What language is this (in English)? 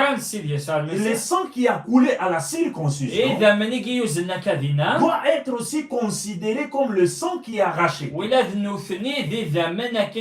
Kabyle